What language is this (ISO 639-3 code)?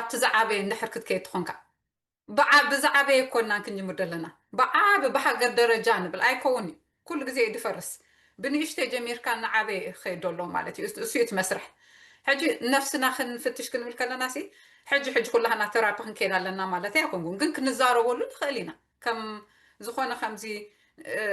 tir